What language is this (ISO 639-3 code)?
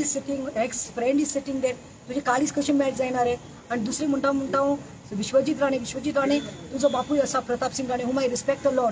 kok